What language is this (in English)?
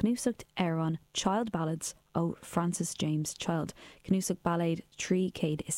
Irish